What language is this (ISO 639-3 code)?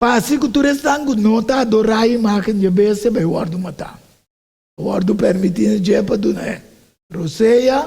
pap